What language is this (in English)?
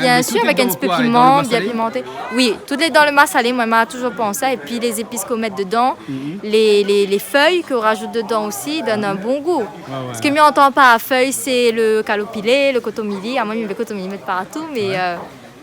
Réunion Creole French